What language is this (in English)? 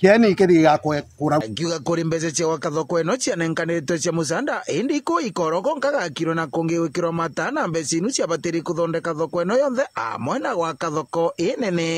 Meru